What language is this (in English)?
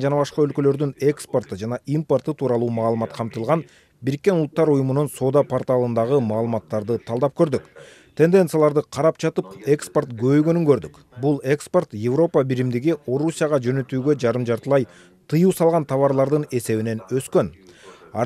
Kyrgyz